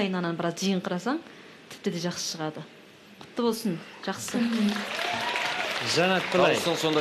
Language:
Kazakh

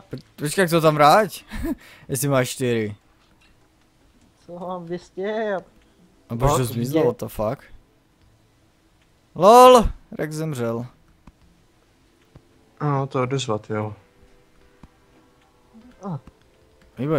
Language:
Czech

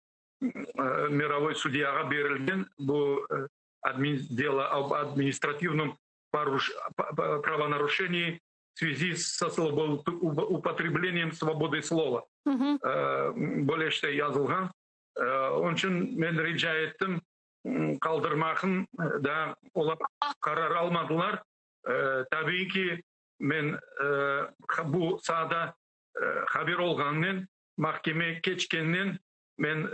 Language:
Crimean Tatar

